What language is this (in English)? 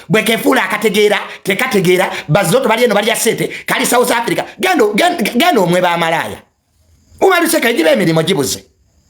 Ganda